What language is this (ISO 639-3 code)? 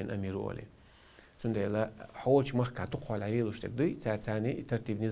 che